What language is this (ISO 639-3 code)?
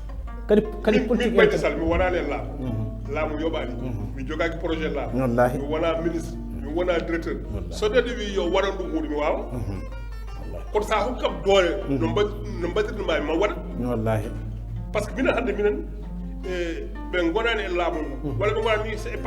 ful